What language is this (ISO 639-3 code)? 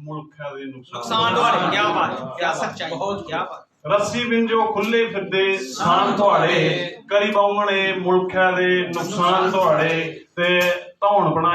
doi